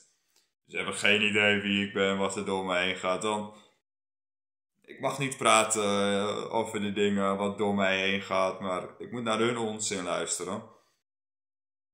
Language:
Dutch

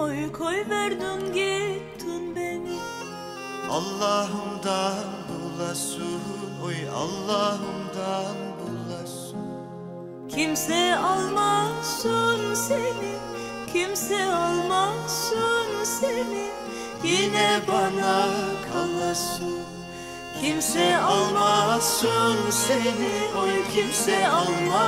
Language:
Turkish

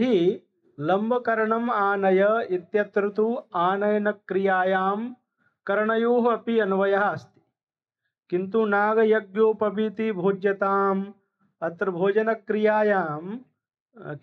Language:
Sanskrit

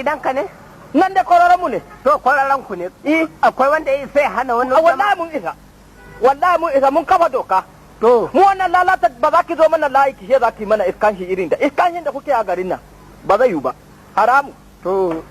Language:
Hausa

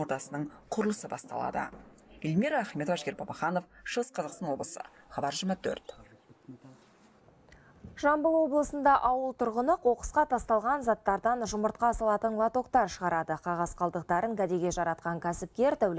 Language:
Kazakh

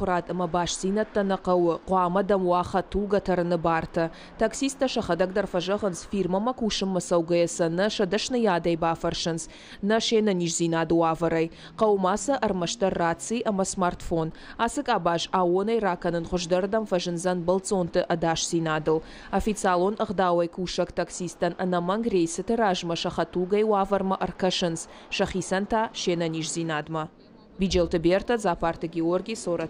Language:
Ossetic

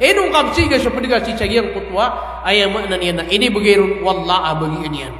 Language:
Maranao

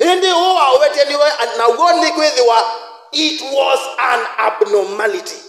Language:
Kamba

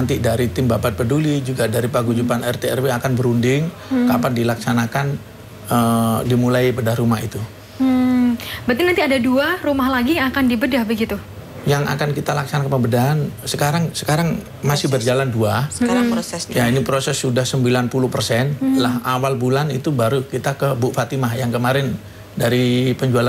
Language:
Indonesian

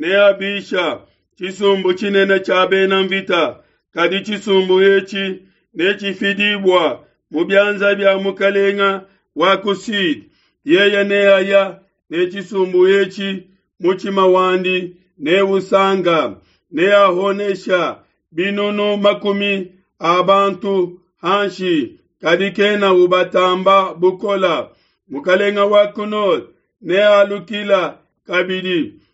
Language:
Luba-Lulua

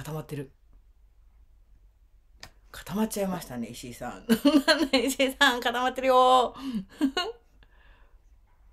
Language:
Japanese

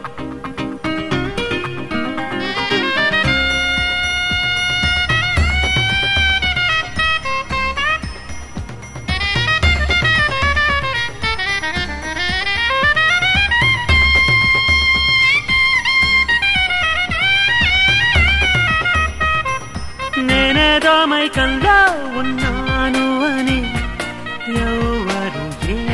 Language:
Telugu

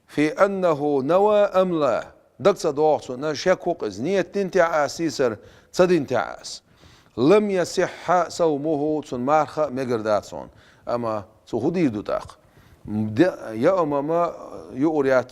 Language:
Chechen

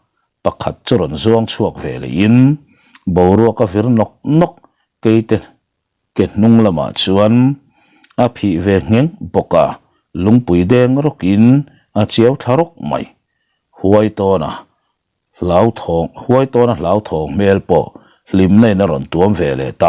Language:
Mizo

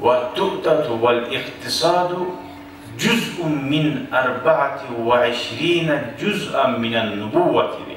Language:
Kumyk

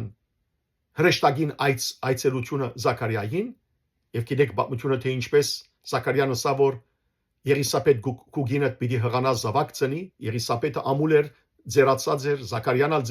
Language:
Western Armenian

